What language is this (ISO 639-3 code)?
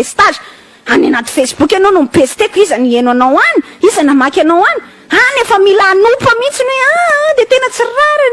mlg